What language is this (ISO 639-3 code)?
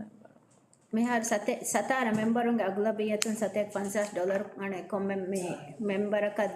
div